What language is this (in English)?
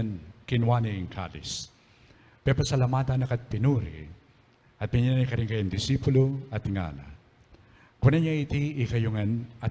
Pampanga